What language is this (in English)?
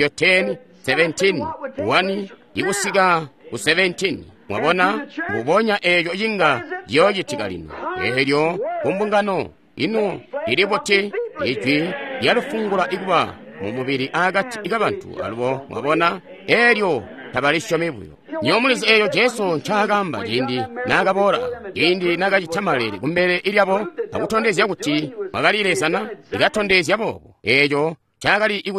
Tonga (Zambia)